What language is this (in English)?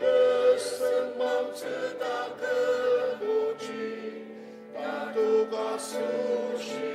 Ao Naga